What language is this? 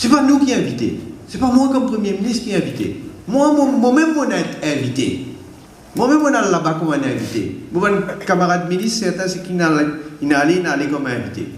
Morisyen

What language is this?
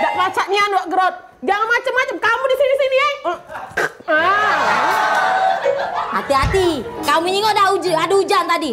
Musi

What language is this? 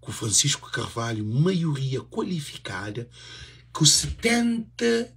Kabuverdianu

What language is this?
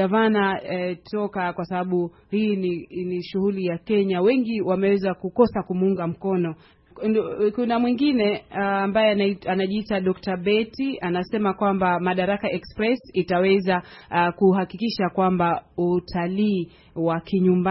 Swahili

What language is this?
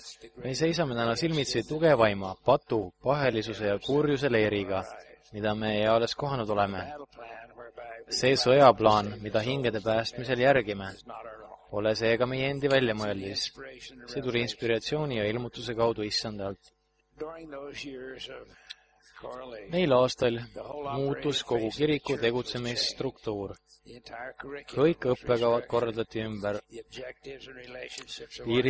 Estonian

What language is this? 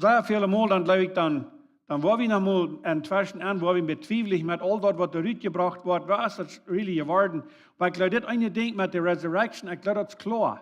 Plautdietsch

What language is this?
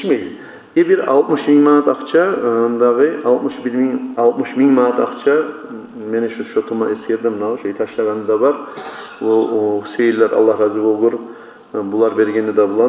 Kumyk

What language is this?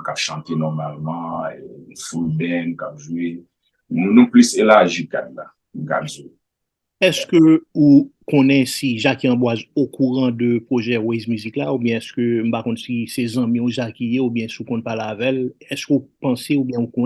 Haitian Creole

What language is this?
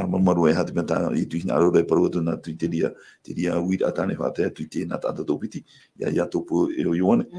Tahitian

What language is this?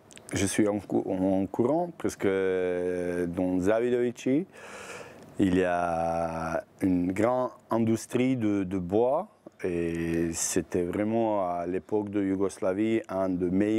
French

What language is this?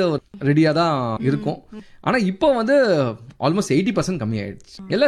Tamil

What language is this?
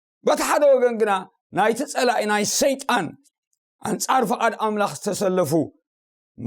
Tigrinya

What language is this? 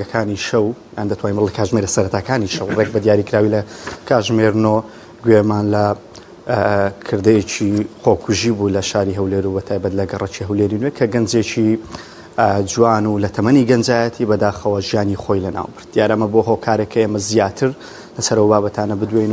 Central Kurdish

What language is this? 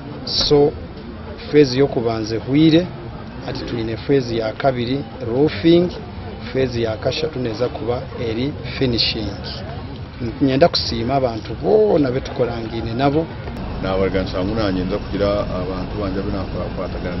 Nyankole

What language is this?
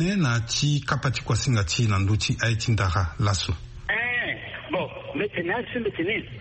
Sango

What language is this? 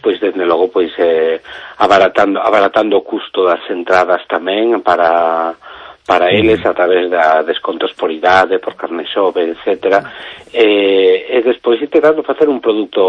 Galician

